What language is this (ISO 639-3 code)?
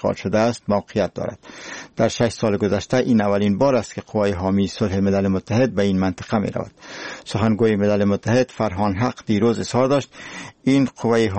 fas